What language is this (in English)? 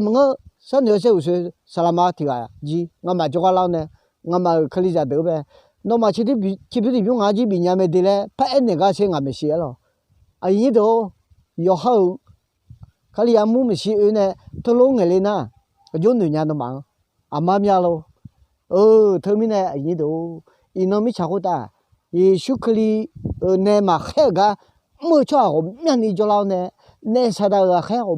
Akha